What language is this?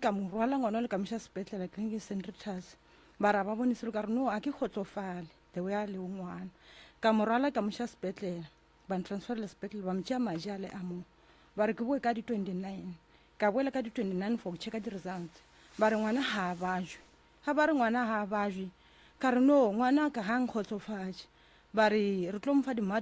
Northern Sotho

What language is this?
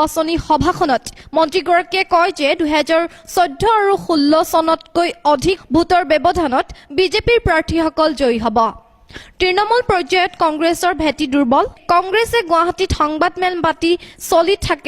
Assamese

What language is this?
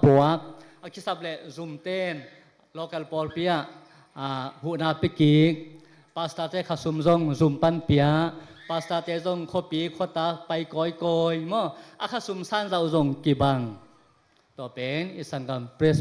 Tedim Chin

